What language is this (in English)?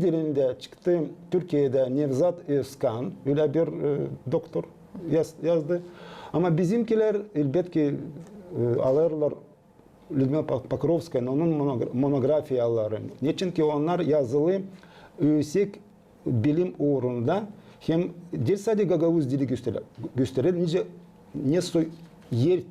Gagauz